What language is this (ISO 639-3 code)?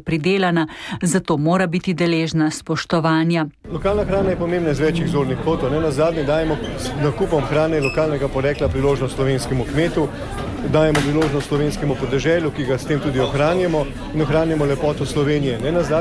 slv